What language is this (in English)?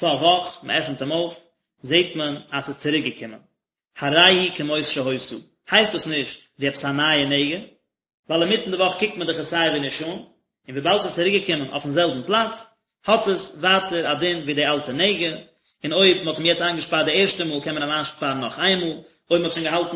Yiddish